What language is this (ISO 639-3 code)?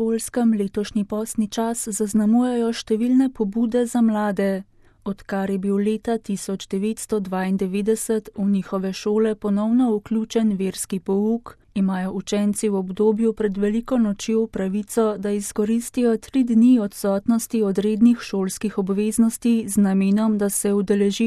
slv